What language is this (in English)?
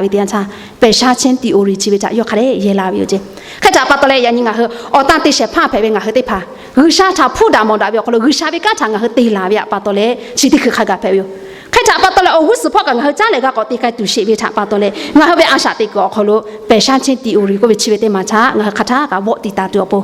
Lahu